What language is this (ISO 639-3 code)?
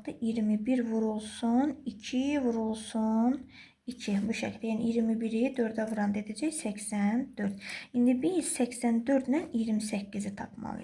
aze